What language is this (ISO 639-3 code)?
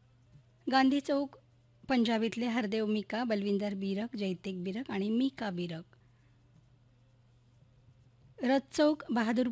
mar